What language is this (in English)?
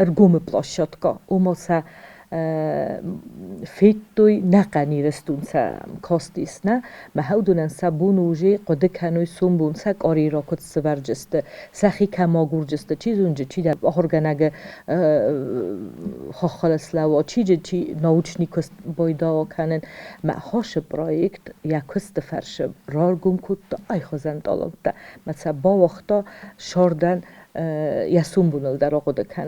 Ossetic